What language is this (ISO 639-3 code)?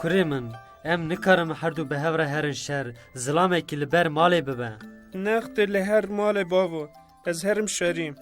kur